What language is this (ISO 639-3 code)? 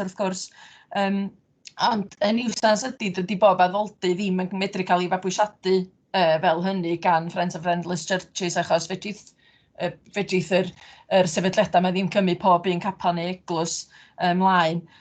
cym